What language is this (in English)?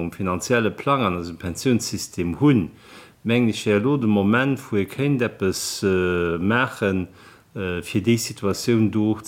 Luxembourgish